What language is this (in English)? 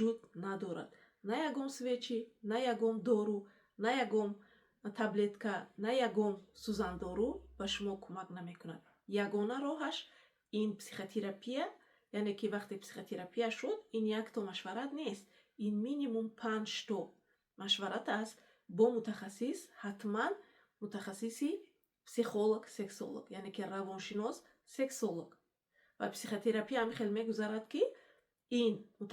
Tajik